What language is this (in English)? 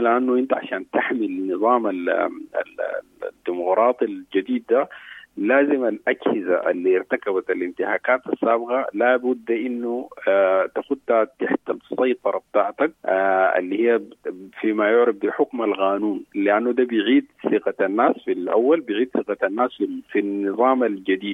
Sudanese Arabic